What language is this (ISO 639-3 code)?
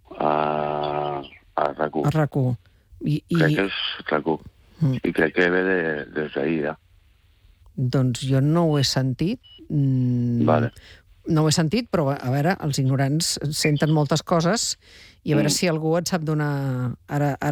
cat